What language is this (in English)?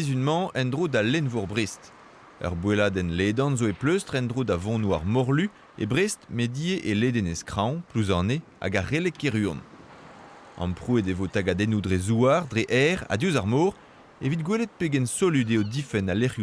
Breton